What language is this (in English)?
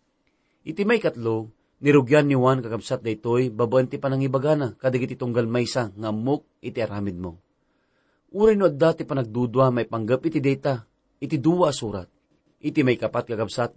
Iloko